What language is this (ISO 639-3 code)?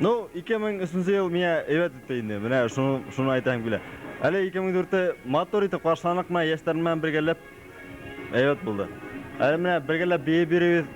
bak